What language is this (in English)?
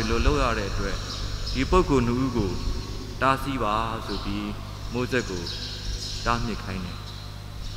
Burmese